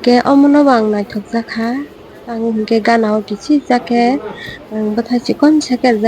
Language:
Kok Borok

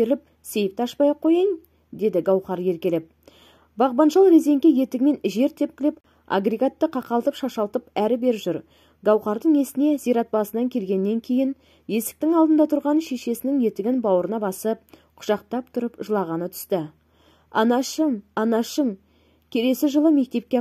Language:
Kazakh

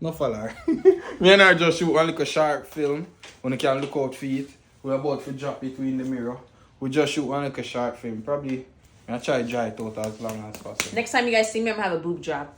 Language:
Jamaican Creole English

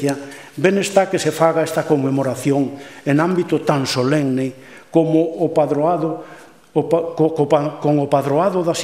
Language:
Galician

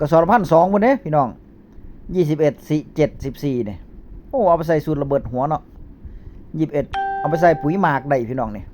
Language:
Northeastern Thai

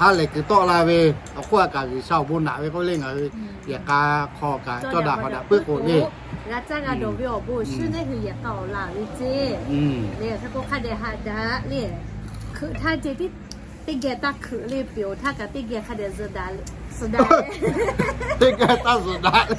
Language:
Lahu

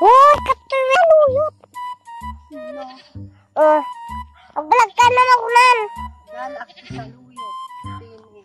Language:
Iloko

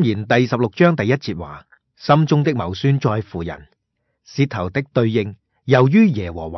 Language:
Cantonese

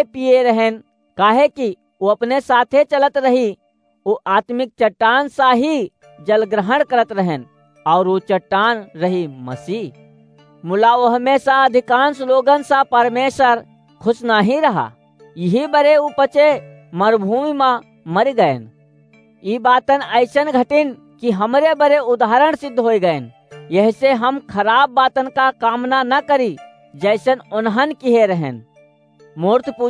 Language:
Awadhi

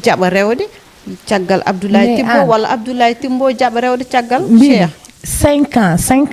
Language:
Fula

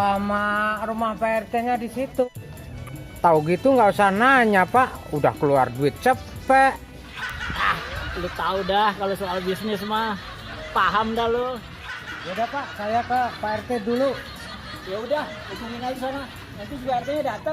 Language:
Betawi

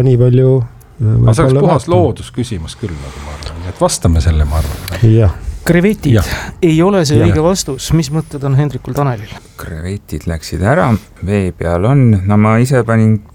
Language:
Estonian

